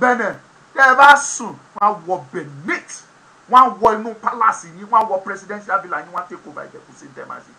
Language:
Yoruba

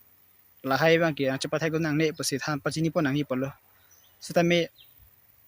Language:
Karbi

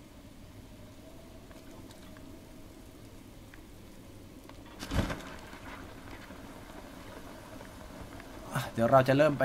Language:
Thai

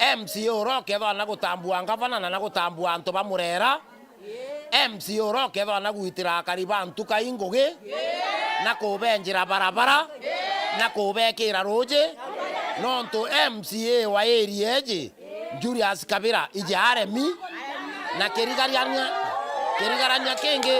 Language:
Meru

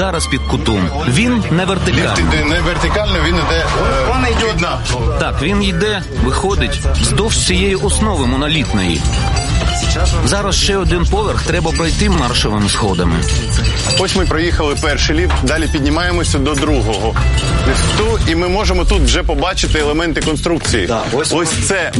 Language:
Ukrainian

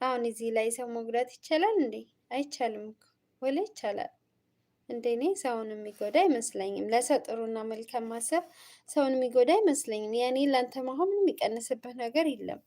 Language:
Amharic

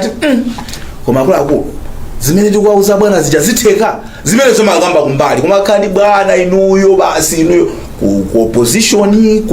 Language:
Nyanja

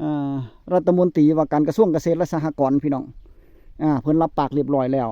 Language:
Northeastern Thai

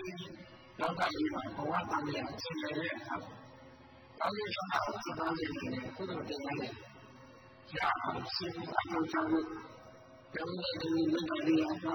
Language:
Burmese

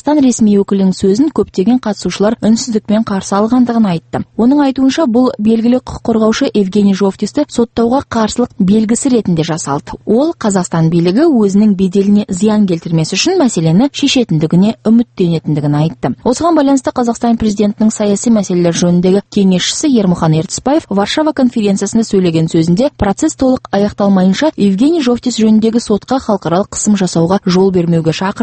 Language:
Kazakh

